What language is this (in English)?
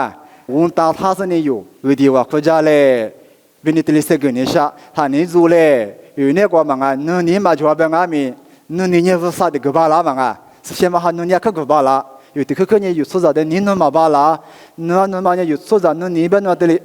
Lisu